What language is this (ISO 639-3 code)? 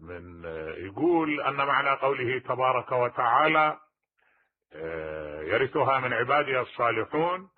acm